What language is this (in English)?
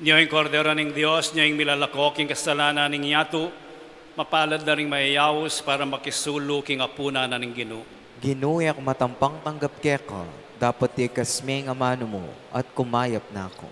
Pampanga